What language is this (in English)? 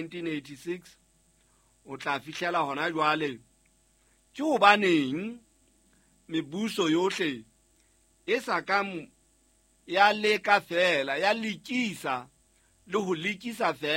Southern Sotho